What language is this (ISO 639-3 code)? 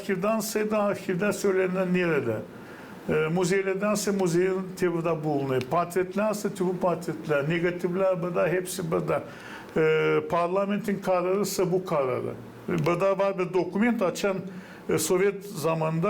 gag